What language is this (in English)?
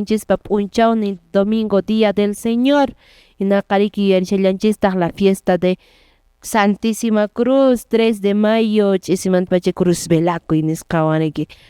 Quechua